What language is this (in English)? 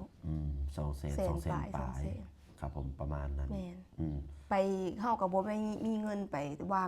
Lao